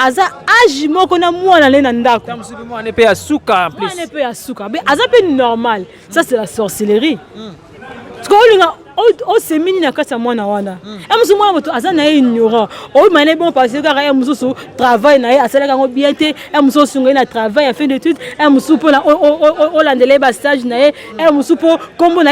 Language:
Lingala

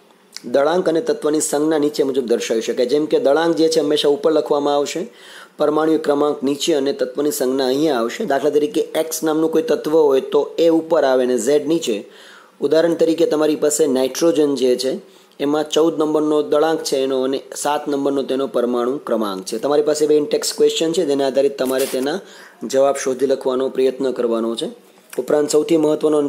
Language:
Gujarati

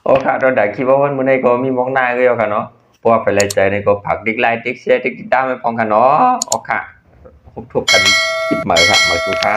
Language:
Shan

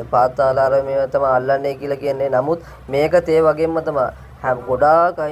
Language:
Sinhala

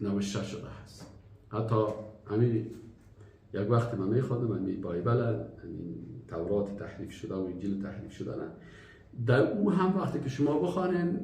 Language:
Persian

